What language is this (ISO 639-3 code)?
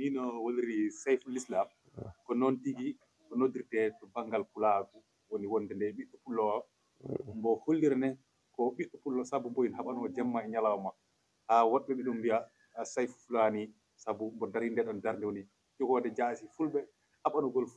ful